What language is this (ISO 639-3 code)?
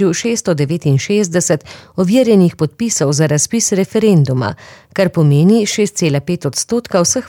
slv